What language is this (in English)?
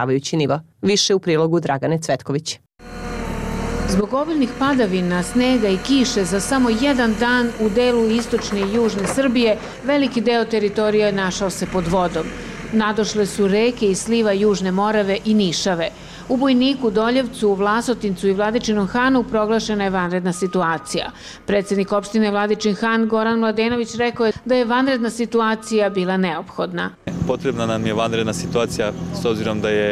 Serbian